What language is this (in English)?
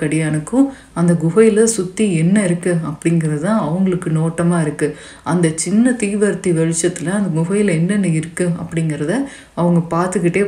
Tamil